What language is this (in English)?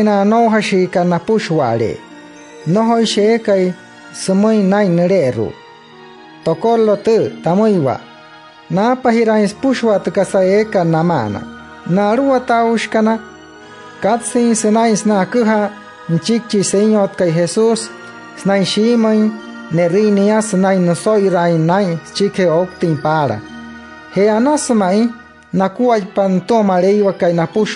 Wayuu